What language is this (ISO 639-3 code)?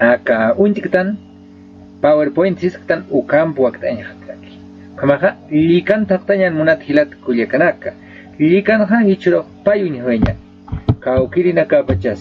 aym